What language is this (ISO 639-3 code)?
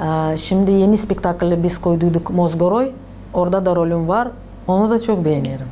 gag